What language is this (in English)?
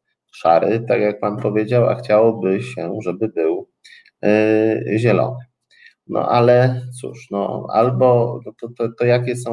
Polish